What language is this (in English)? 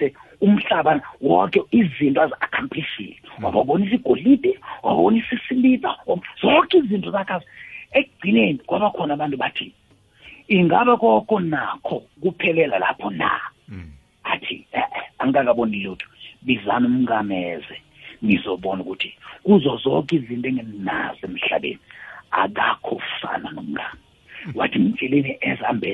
South Ndebele